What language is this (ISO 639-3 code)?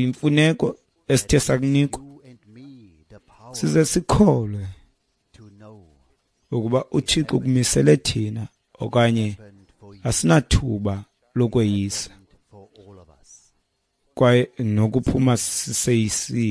xho